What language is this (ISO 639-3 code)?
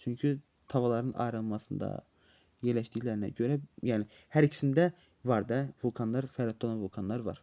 aze